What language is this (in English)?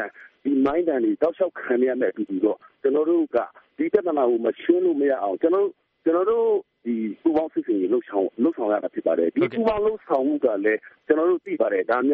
Burmese